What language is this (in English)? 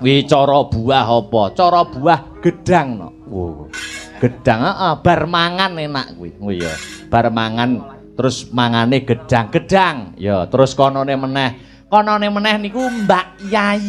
Javanese